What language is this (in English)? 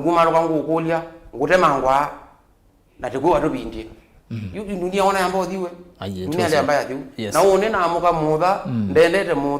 Kamba